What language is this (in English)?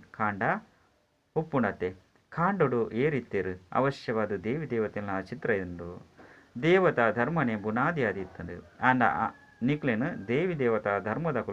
Tulu